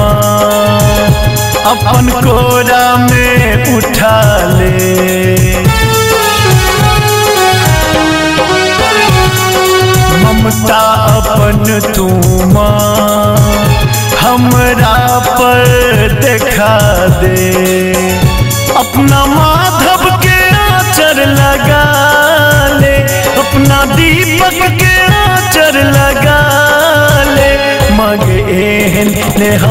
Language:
Maithili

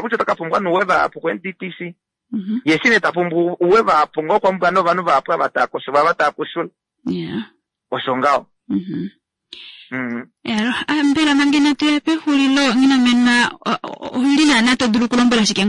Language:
Kuanyama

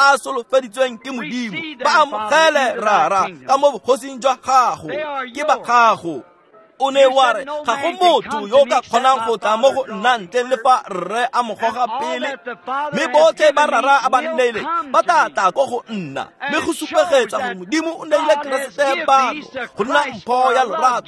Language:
Tswana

